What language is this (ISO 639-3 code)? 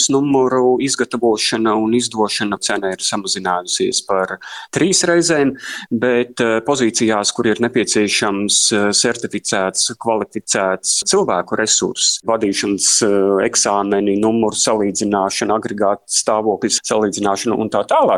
lav